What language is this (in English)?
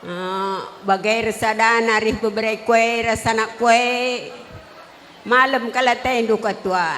Batak Karo